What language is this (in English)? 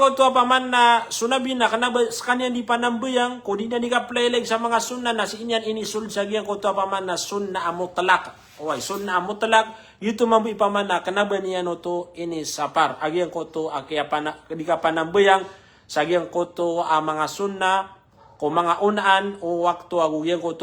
Maranao